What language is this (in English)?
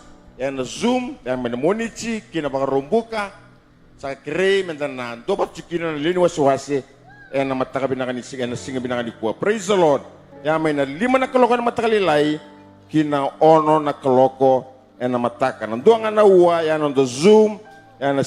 Fijian